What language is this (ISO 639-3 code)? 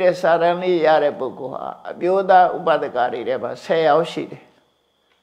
mya